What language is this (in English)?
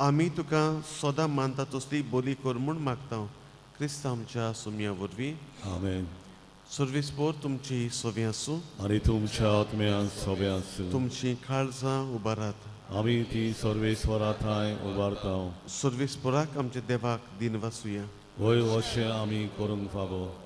Konkani